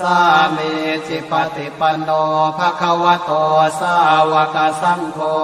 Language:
Pali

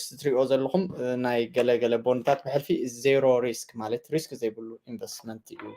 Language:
Tigrinya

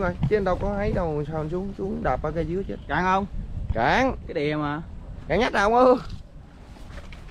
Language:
Vietnamese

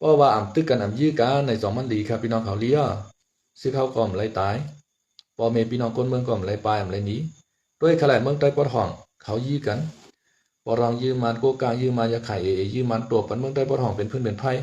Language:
Shan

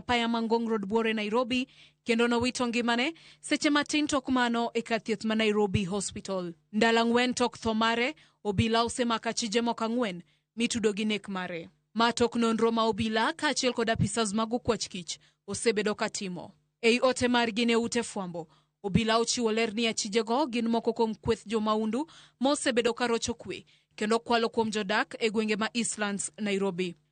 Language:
Luo (Kenya and Tanzania)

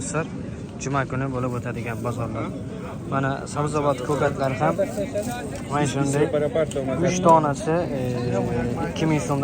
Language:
Uzbek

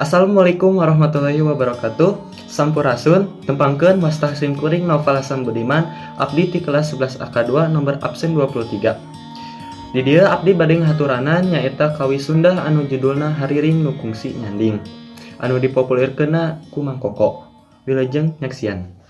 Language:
Sundanese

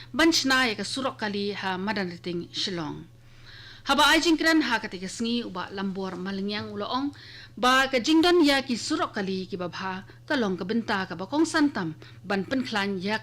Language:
Khasi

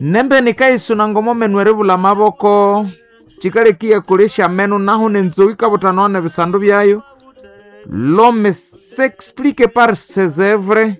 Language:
Nande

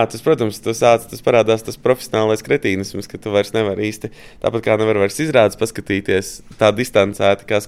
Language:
Latvian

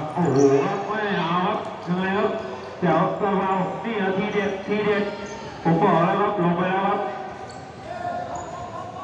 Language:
Thai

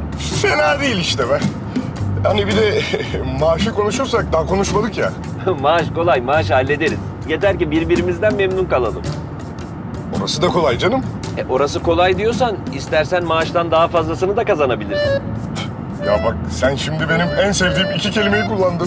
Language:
Turkish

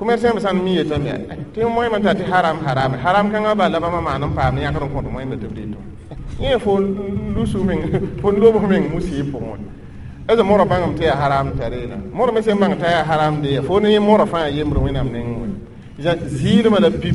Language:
Mossi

